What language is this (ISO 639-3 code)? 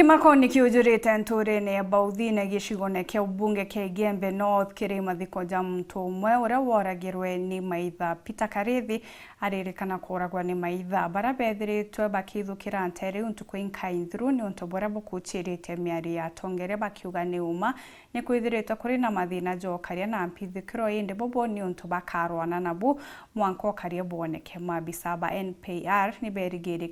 mer